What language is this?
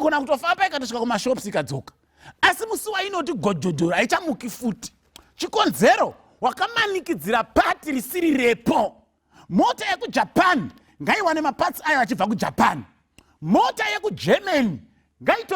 Shona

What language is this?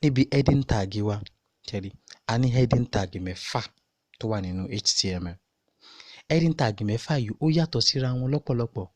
Yoruba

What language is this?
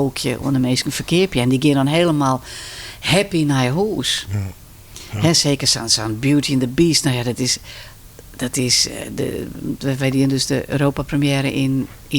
Western Frisian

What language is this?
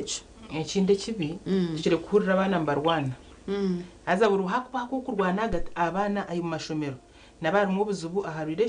Nyankole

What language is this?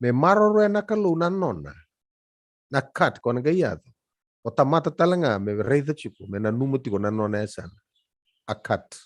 Fijian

